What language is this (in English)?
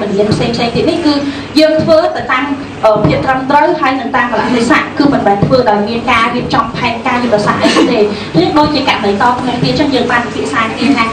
Khmer